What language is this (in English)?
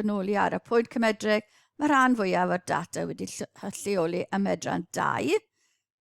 Welsh